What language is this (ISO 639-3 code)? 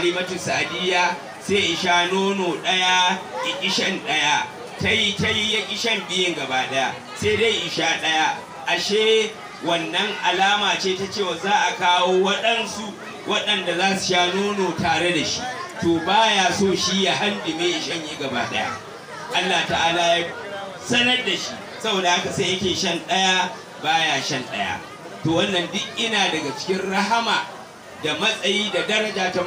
hau